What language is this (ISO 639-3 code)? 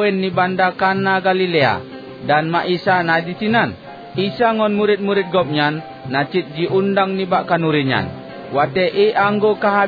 ace